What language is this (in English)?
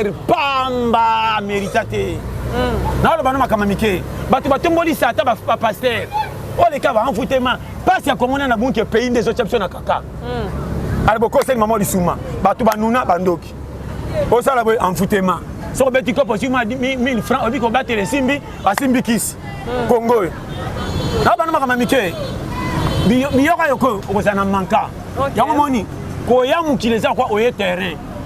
Lingala